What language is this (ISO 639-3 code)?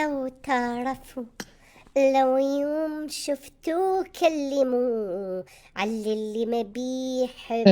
acm